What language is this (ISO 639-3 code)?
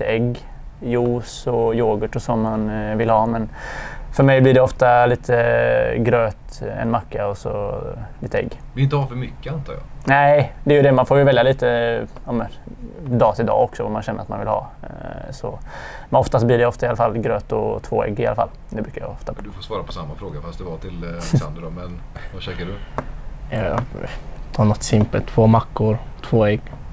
swe